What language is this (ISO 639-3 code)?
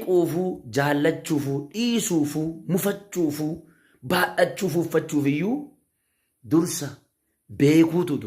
orm